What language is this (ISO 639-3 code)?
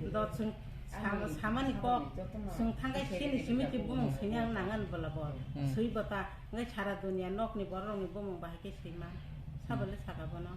trp